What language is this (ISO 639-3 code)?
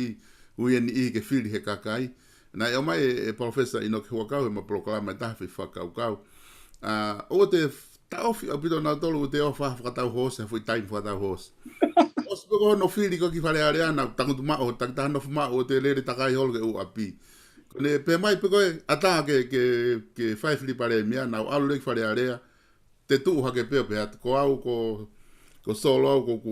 ton